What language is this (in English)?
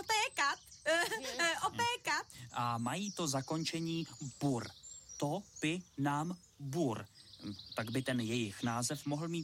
Czech